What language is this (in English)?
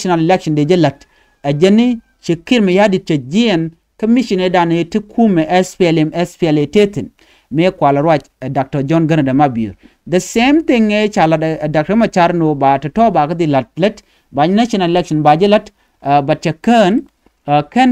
Nuer